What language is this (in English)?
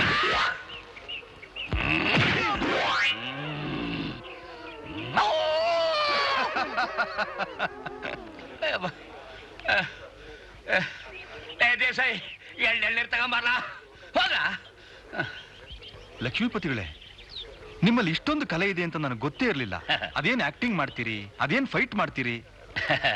Kannada